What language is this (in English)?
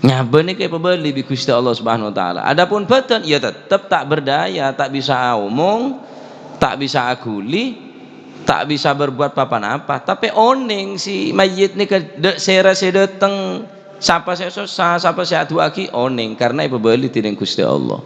Madurese